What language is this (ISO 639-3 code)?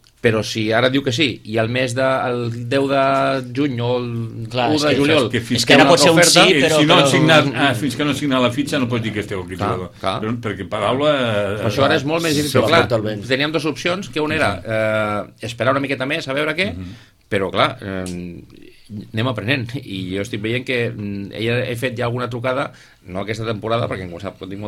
cat